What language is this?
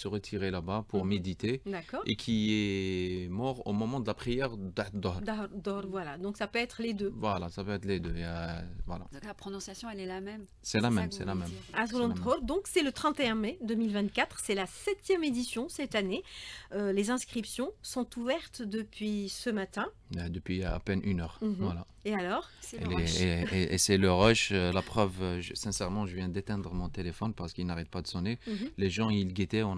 French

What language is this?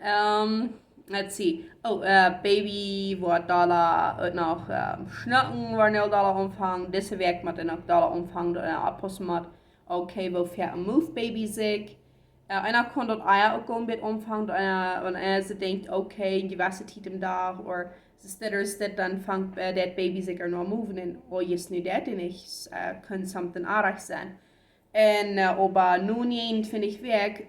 Plautdietsch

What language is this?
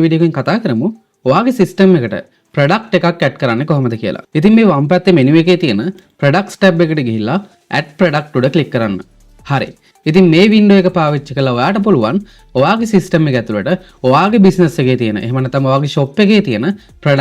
Sinhala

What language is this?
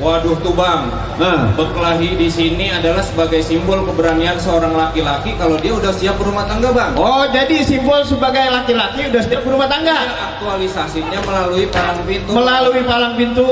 Betawi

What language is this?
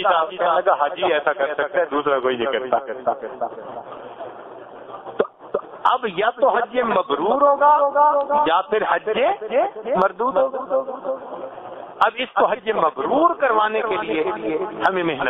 Urdu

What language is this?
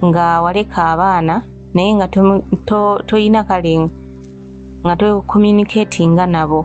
Ganda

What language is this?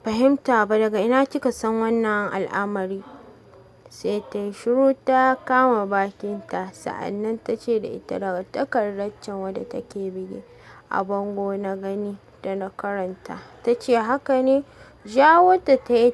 Hausa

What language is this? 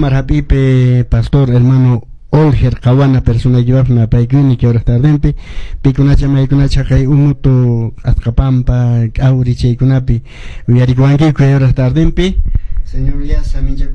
Quechua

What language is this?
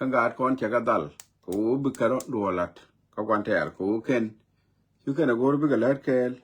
Nuer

